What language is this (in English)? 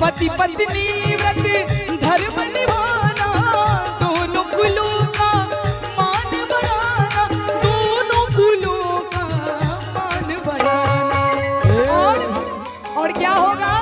Maithili